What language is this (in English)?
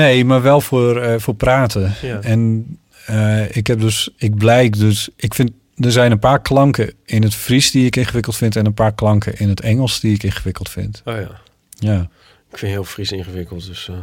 Dutch